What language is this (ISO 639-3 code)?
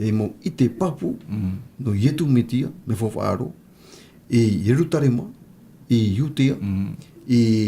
tah